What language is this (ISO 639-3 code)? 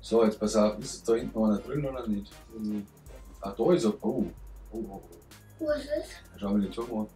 bar